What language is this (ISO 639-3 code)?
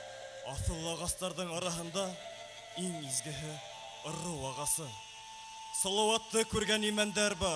bak